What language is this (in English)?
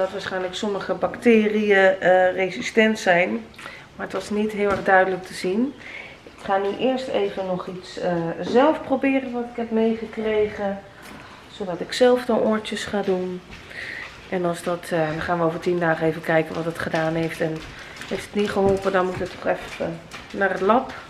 Dutch